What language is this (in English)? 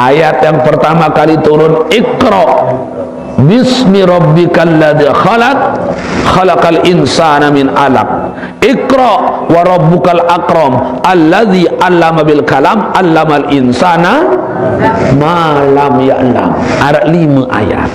Sasak